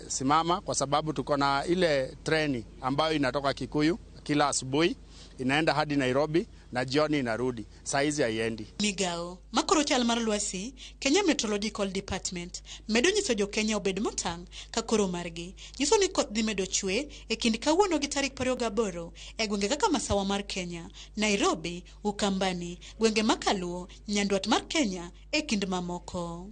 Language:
Luo (Kenya and Tanzania)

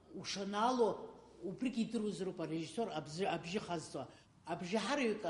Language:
Abkhazian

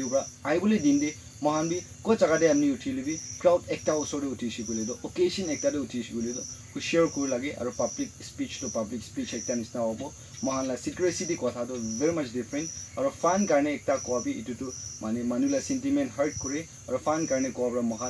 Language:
Naga Pidgin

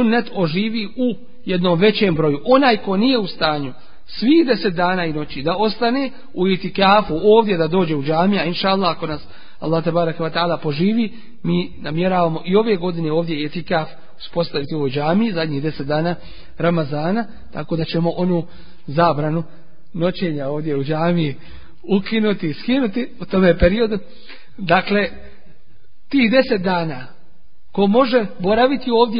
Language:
Bosnian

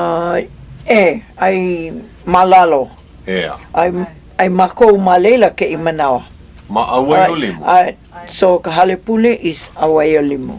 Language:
Hawaiian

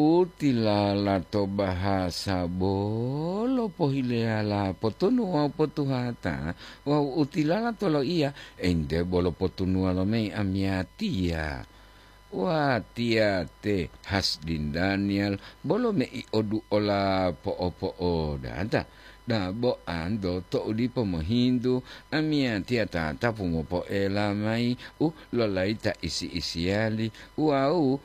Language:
Gorontalo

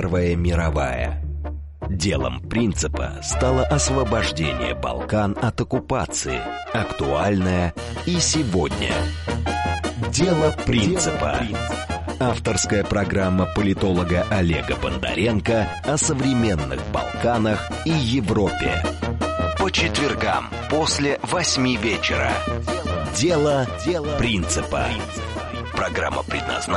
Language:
Russian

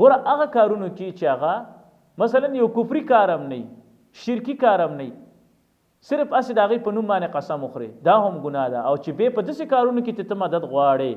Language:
Pashto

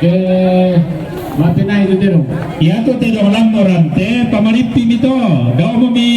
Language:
Toraja-Sa'dan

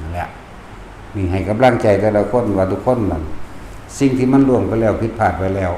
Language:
Northeastern Thai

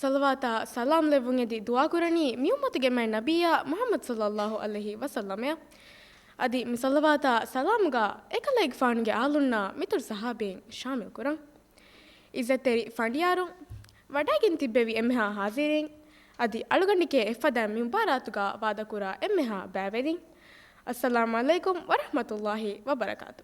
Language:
Divehi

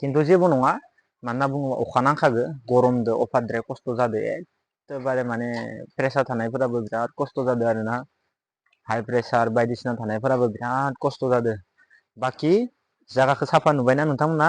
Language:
Bodo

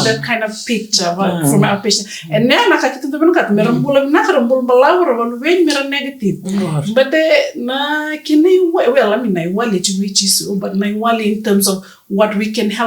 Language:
Fijian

